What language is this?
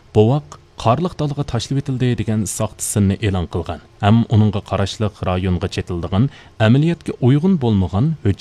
Uyghur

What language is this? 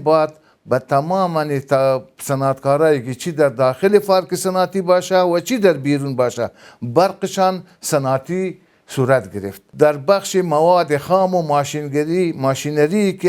Pashto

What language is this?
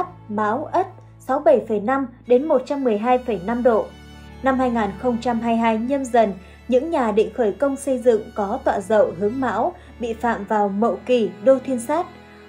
Vietnamese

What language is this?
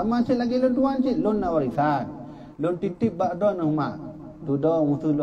Achinese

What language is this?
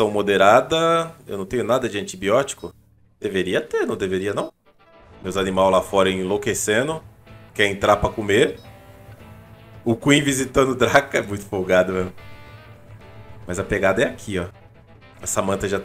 Portuguese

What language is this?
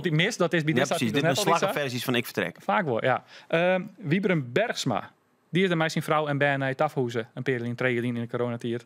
Western Frisian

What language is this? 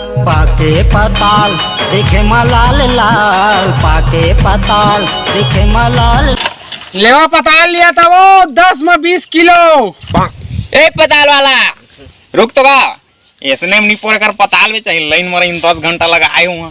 Chhattisgarhi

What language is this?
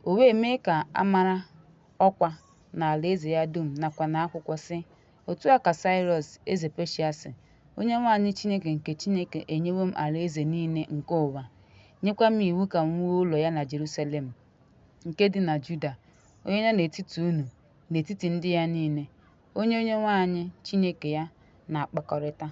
Igbo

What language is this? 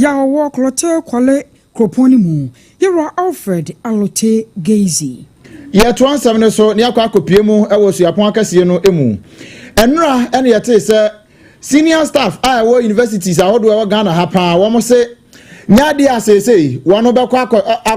Akan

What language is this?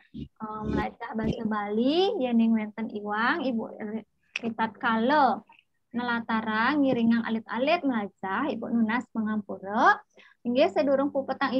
Balinese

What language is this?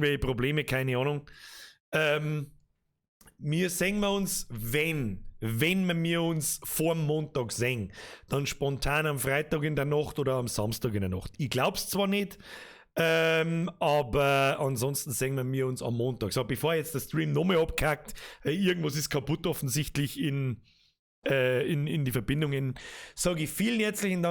Bavarian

